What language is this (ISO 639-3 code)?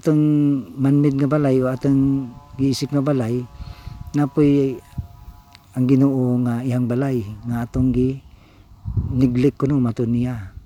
ceb